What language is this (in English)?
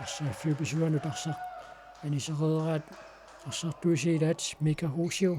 Kalaallisut